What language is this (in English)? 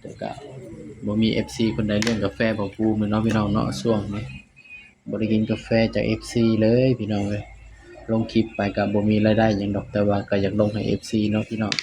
Northeastern Thai